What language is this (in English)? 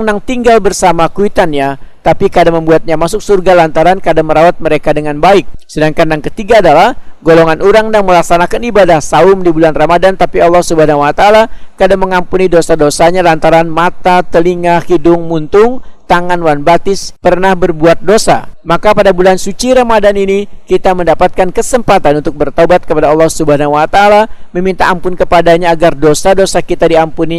Banjar